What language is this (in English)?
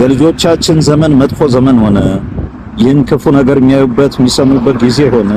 Amharic